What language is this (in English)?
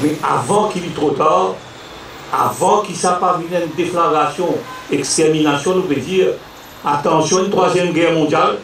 Morisyen